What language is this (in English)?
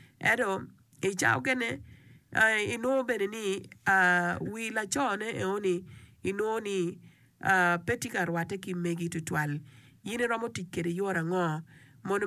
Acoli